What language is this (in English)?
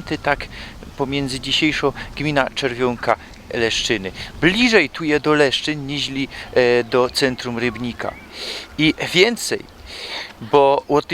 Silesian